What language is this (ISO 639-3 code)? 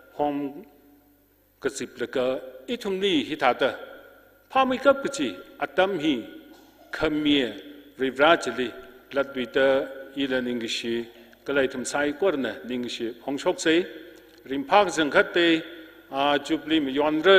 nmf